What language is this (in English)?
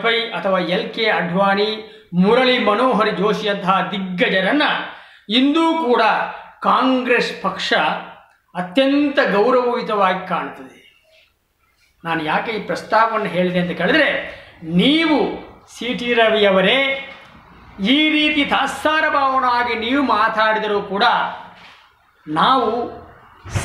Kannada